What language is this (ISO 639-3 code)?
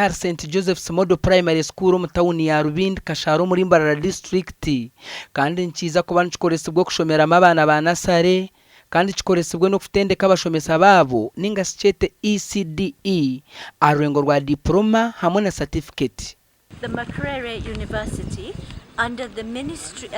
nyn